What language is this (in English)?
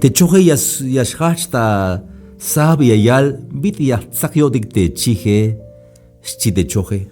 Tzeltal